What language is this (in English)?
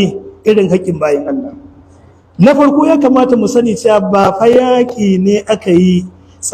Hausa